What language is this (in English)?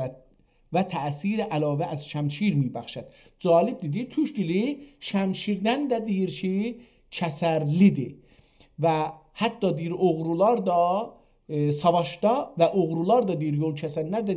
South Azerbaijani